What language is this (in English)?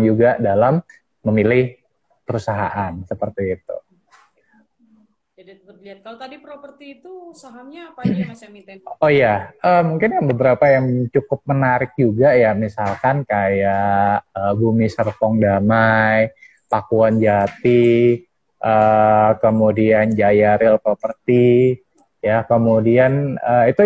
Indonesian